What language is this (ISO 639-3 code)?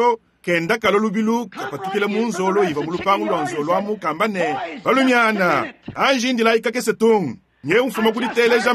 lua